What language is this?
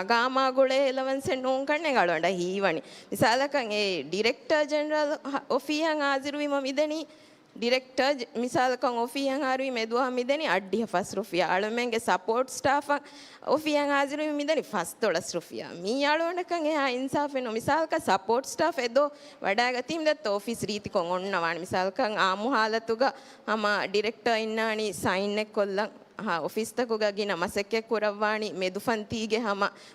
Divehi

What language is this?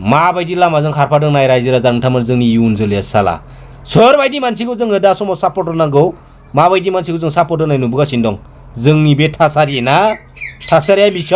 Bodo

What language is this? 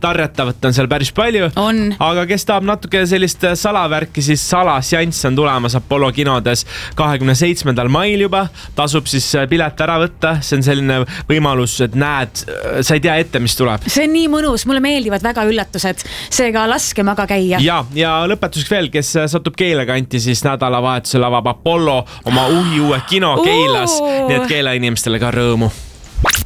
Estonian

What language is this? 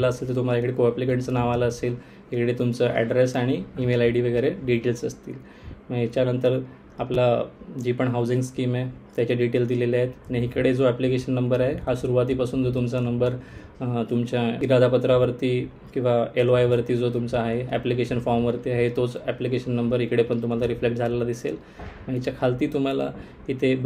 Marathi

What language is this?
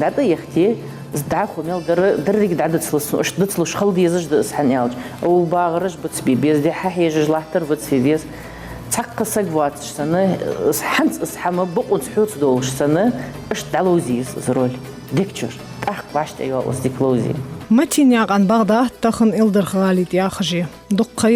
Ingush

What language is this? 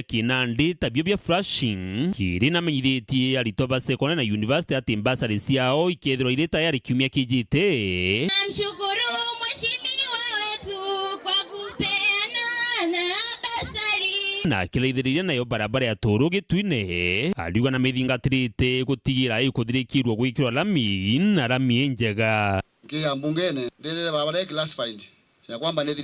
Meru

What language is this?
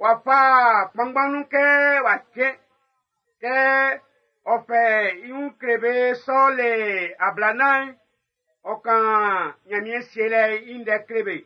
Baoulé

